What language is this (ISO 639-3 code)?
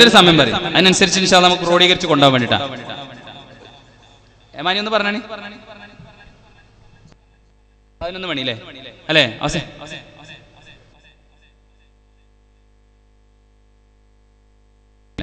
mal